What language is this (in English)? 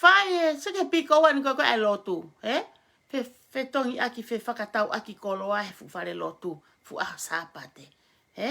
Tongan